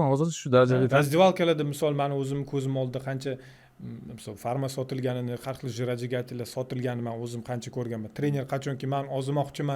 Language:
Uzbek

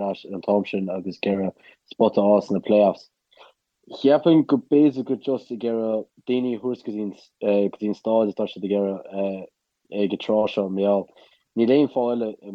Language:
Irish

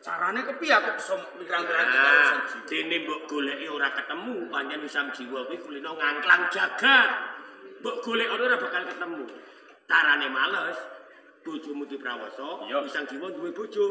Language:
Javanese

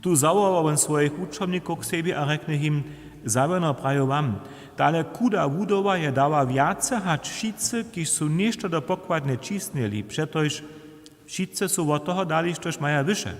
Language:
Upper Sorbian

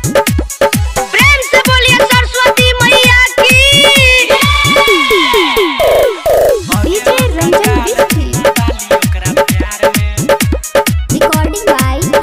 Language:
Bhojpuri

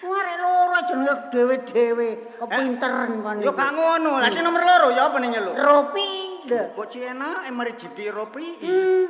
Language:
Javanese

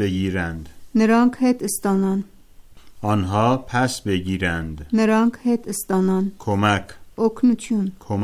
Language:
Armenian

